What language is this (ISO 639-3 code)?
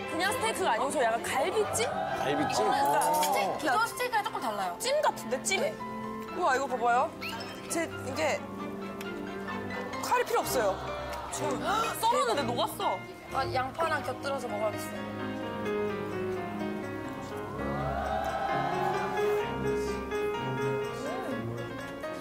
kor